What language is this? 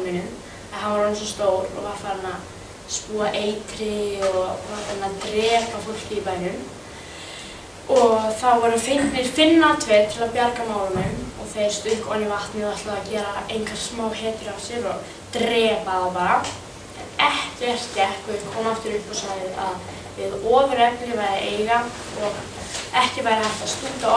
Icelandic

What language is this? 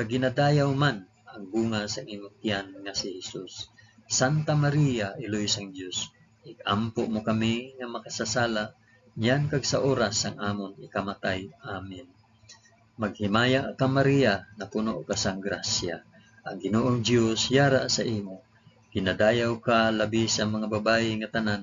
Hiligaynon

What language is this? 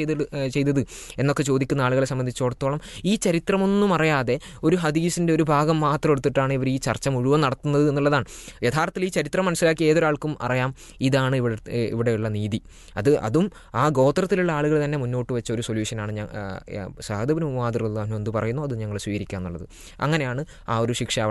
Malayalam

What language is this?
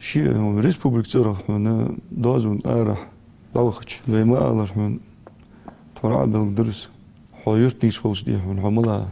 Ingush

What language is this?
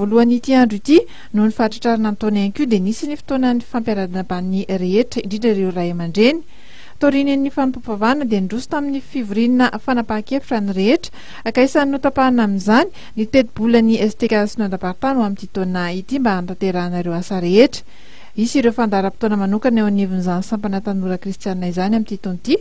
Malagasy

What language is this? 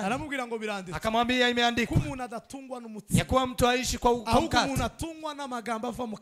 Kinyarwanda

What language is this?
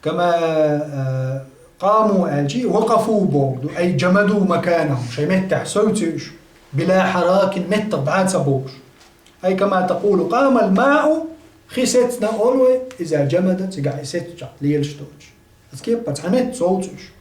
Chechen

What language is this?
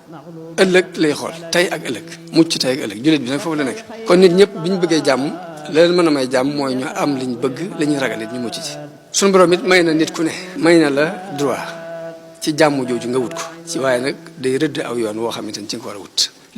Wolof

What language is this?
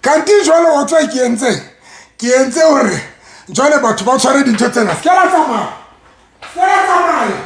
Southern Sotho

